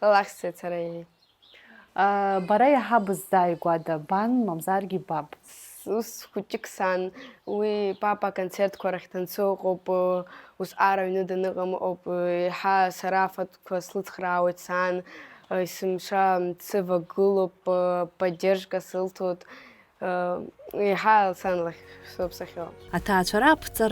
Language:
Abkhazian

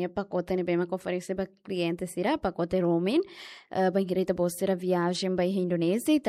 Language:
Tetum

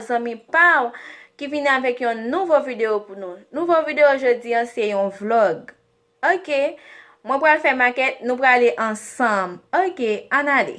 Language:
Haitian Creole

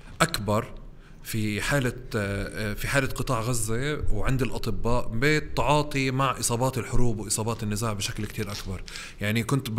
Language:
North Levantine Arabic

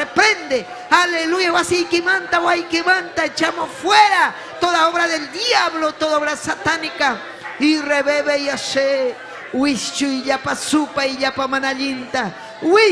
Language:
Ayacucho Quechua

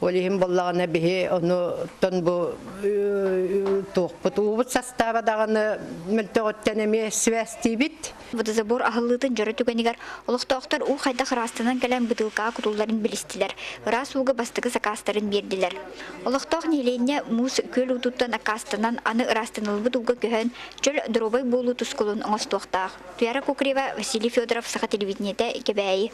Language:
Yakut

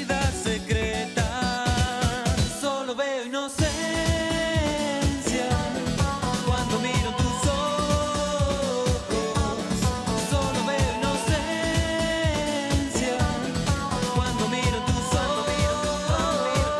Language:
Spanish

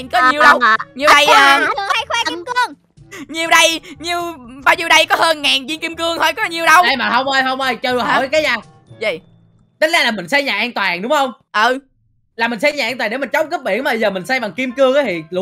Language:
Vietnamese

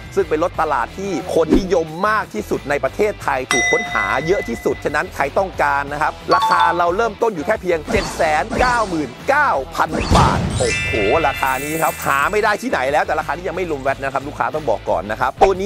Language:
Thai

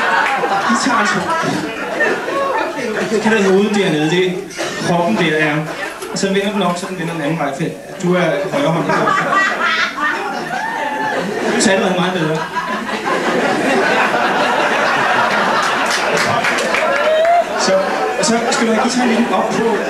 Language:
Danish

